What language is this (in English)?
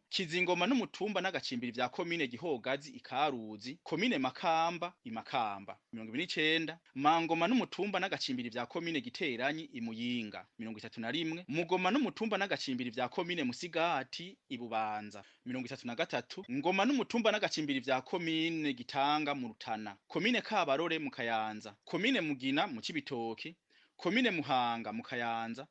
Rundi